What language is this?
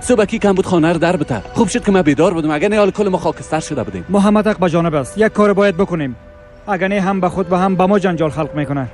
Persian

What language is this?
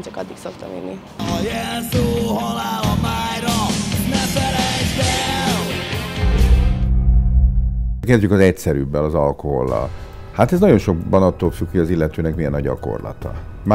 Hungarian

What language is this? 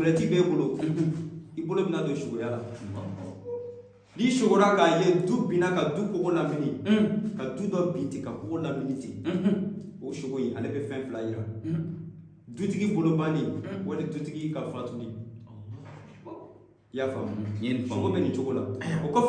Bambara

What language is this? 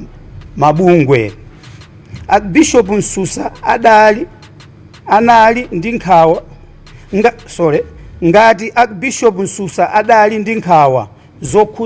Nyanja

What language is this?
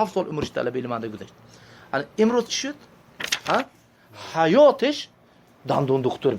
Tajik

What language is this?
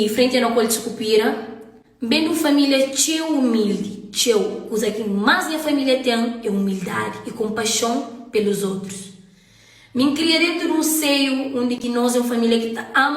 Kabuverdianu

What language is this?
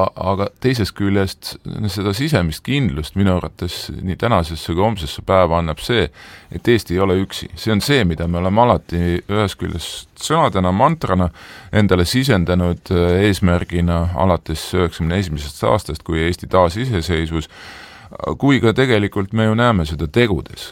Estonian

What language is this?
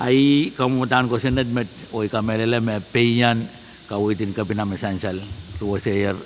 Pohnpeian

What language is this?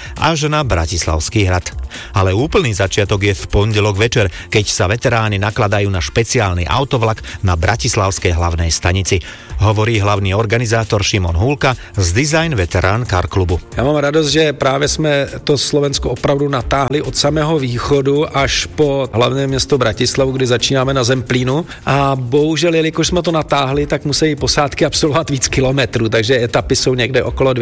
Slovak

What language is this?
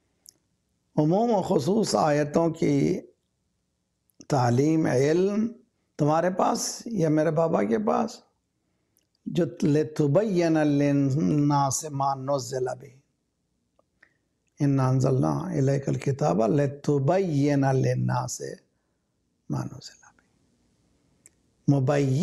Urdu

